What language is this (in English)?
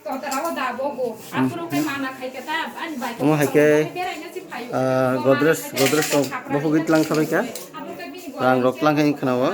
Kok Borok